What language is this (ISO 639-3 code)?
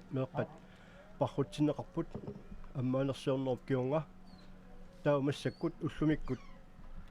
kal